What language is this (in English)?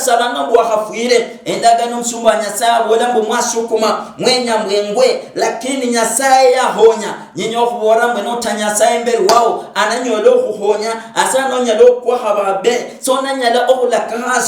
Luyia